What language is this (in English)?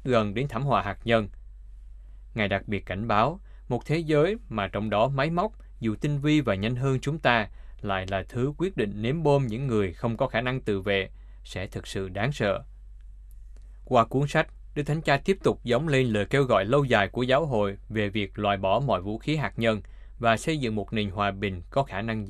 Vietnamese